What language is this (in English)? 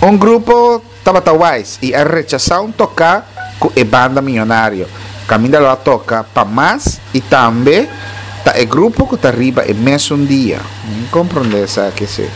Papiamento